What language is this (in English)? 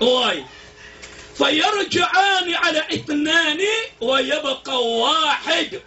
Maranao